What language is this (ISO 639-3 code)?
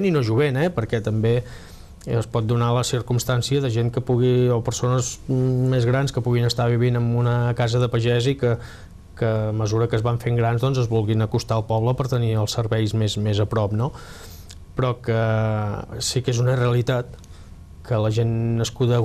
cat